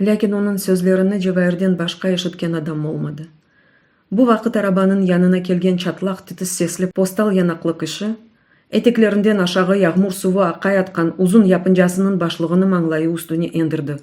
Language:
Crimean Tatar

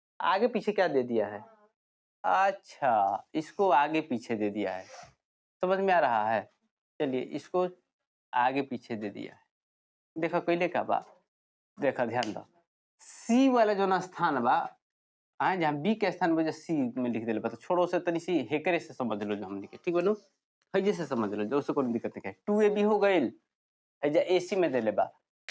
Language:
Bhojpuri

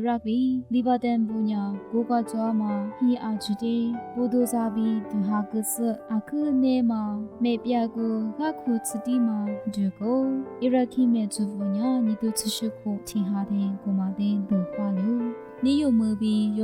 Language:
Lisu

